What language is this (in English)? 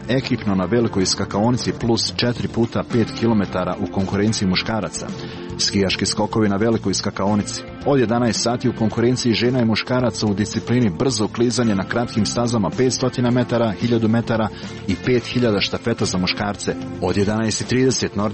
Croatian